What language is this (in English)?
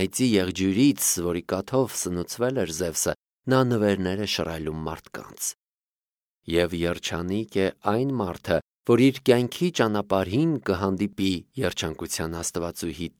Armenian